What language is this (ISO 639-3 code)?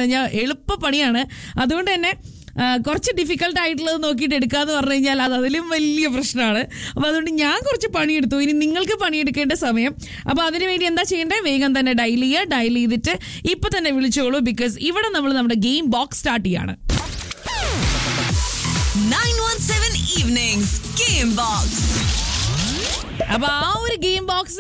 mal